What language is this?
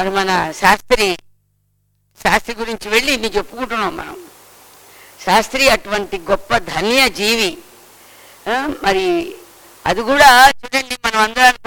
Telugu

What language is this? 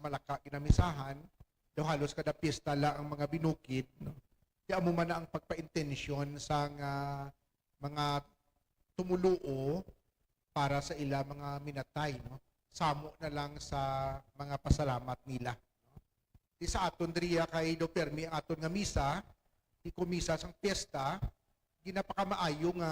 Hiligaynon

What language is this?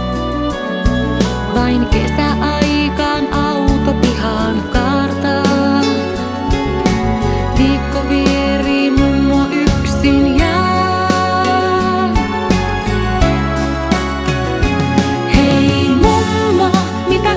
Finnish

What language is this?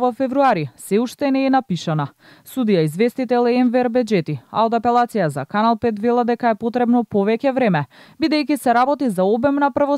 Macedonian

